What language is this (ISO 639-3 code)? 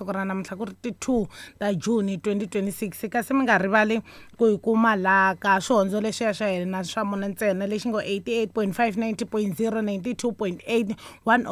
tso